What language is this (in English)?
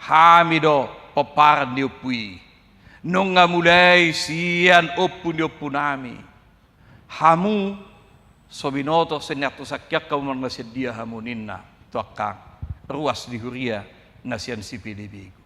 Batak Toba